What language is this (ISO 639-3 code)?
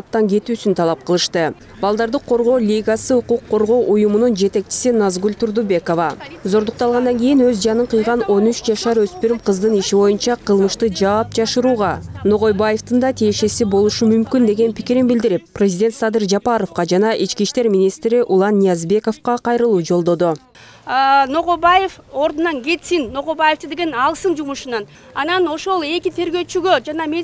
kir